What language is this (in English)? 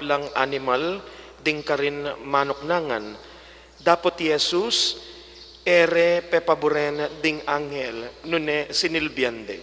Pampanga